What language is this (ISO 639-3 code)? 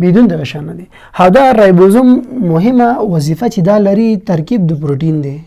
pus